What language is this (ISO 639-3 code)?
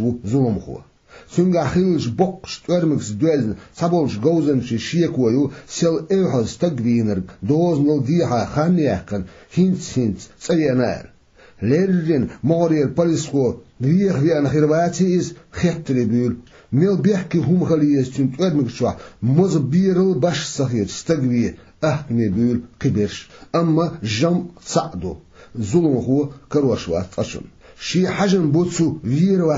che